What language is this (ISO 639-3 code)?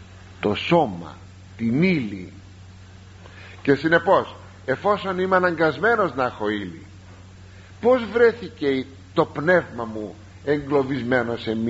ell